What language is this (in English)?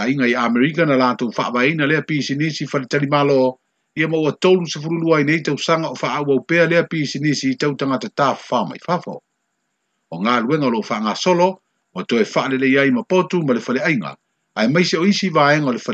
Samoan